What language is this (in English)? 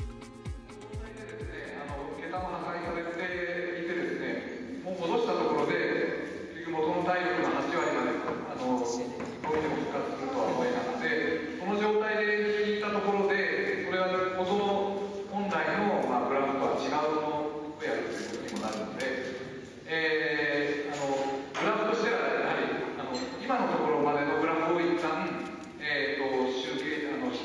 Japanese